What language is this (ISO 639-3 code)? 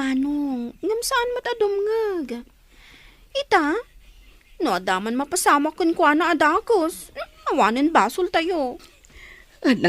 ilo